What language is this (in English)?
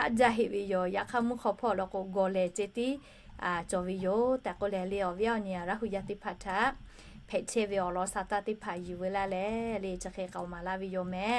Lahu